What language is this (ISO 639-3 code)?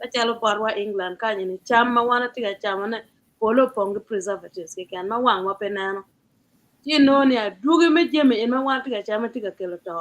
ach